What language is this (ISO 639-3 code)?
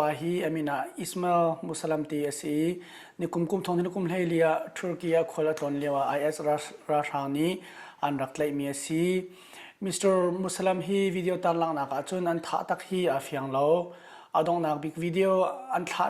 cnh